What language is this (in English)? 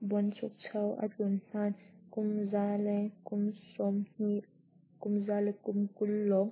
Hakha Chin